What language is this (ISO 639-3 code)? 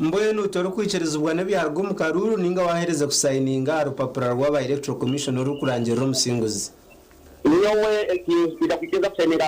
nyn